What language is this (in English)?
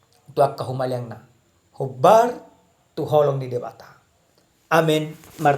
Batak Toba